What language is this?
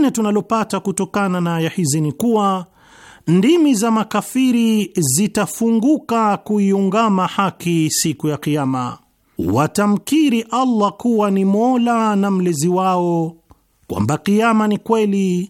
Swahili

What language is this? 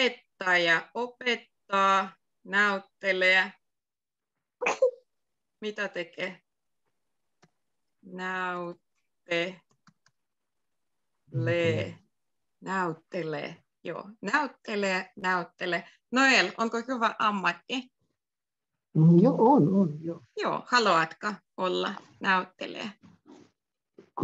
Finnish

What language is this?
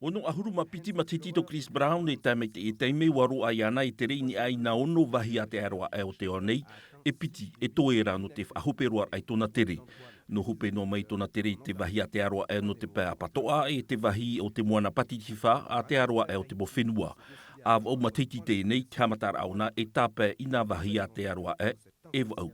Tahitian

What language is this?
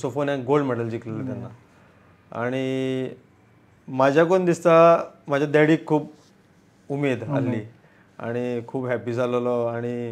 Konkani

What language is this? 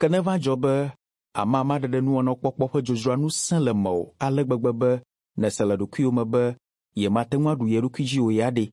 Ewe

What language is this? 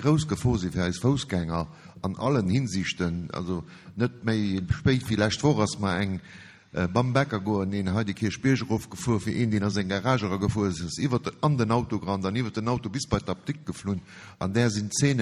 Luxembourgish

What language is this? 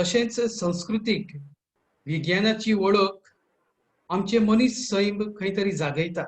Konkani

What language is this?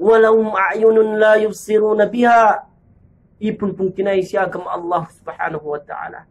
Yakan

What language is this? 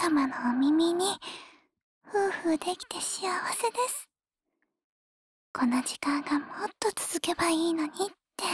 Japanese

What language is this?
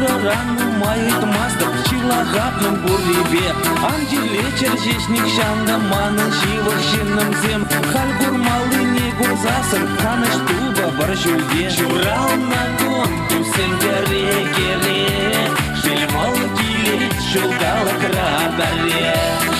Chuvash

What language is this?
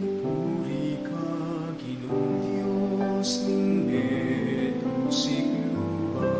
Pampanga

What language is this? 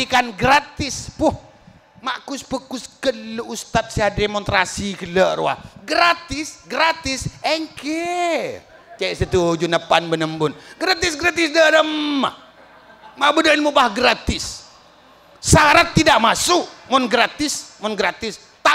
Madurese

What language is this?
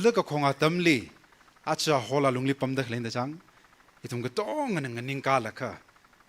Tangkhul Naga (India)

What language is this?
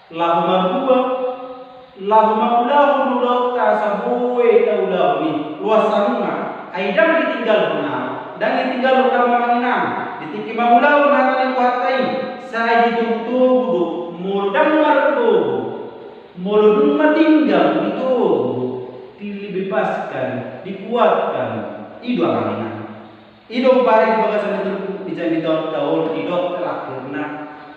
Batak Toba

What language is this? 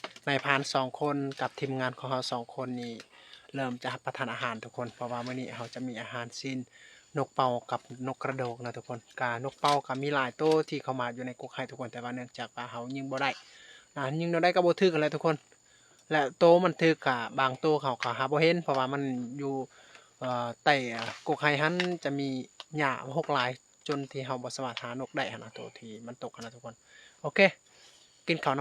Lao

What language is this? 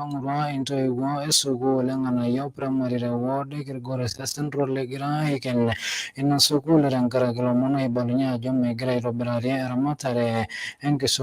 Masai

